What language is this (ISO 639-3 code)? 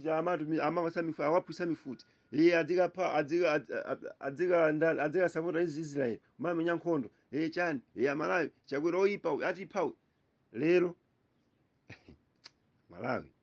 nya